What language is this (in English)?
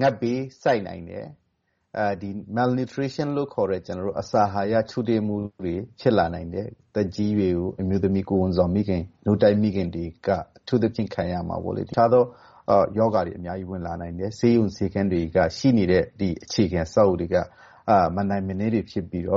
Burmese